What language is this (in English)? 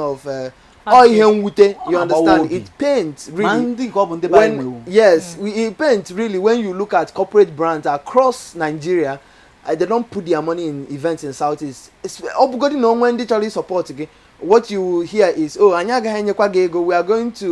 Igbo